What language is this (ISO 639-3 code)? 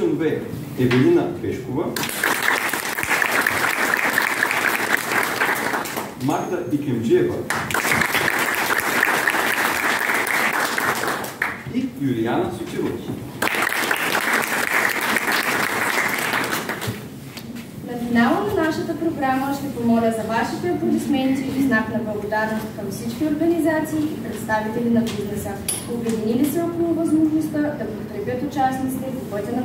bul